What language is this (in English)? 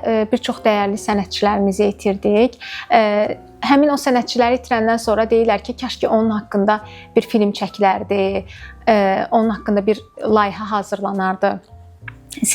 Azerbaijani